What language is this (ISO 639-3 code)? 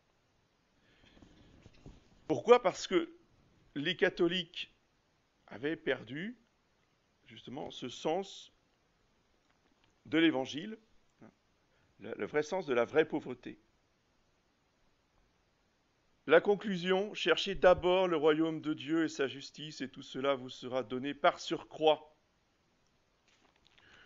fra